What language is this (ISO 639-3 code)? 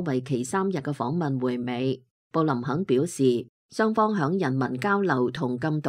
yue